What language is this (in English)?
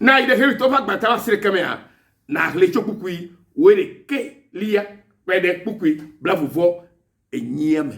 Ewe